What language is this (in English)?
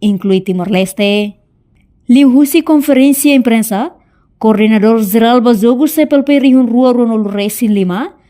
Tetum